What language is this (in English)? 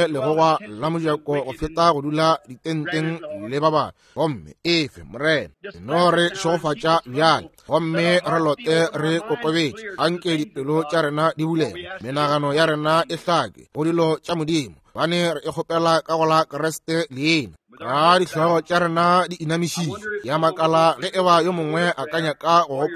Northern Sotho